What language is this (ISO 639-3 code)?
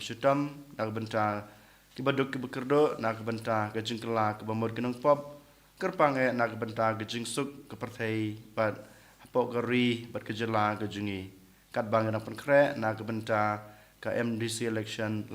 kha